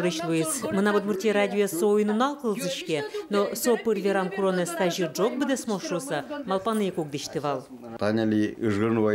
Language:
Udmurt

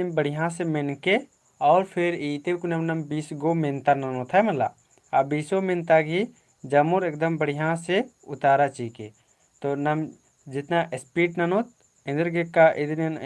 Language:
Kurukh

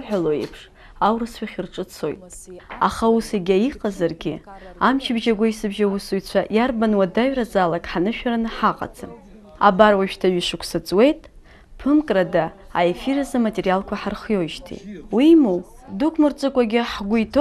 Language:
Abkhazian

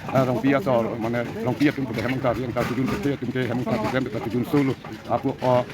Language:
Karbi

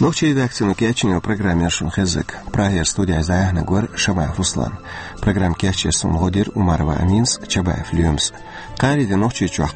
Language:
Chechen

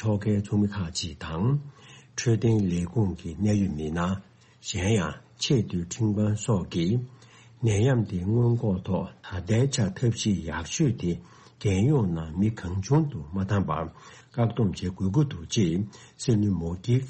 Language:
Tibetan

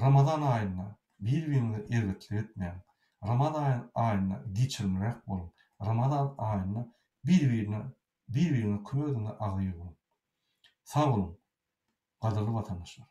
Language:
Turkmen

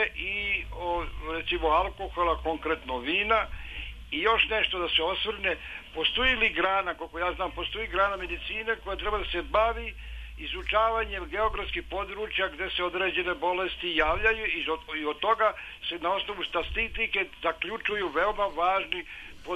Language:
Serbian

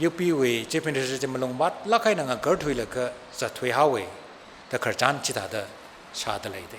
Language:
Tangkhul Naga (India)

